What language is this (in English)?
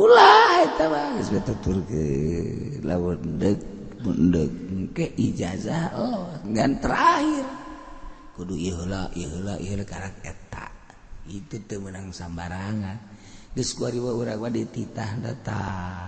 Sundanese